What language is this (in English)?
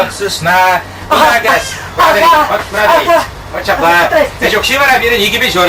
Chuvash